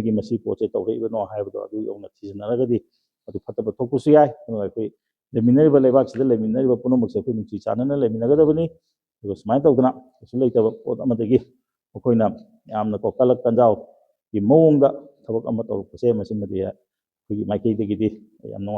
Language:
Manipuri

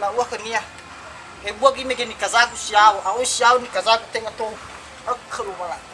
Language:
Nias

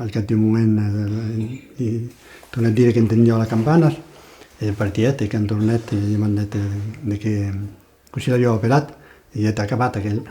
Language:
Occitan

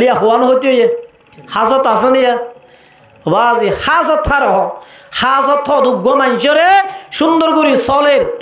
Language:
Rohingya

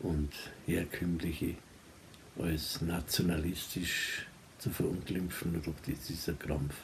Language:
Bavarian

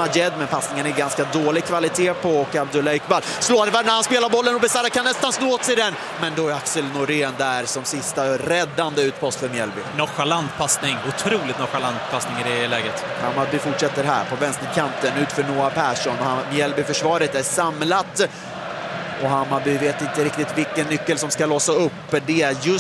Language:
Swedish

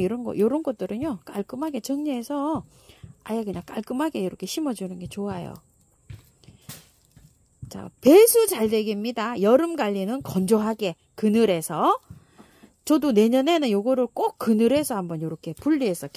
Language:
Korean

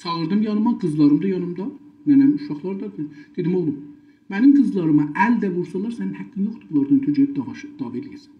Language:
South Azerbaijani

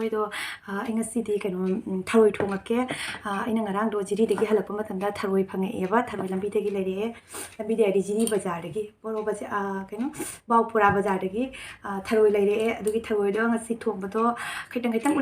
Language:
Manipuri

